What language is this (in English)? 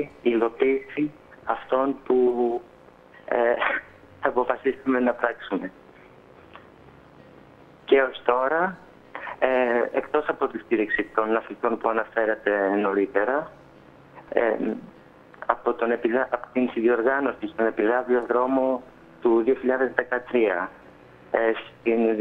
Greek